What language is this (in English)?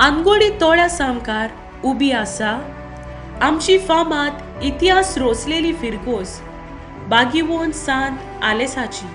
Konkani